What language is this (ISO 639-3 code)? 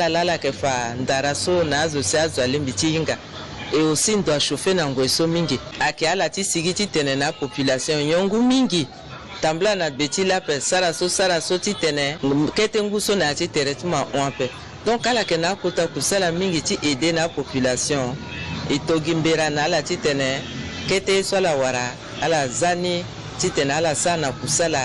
sag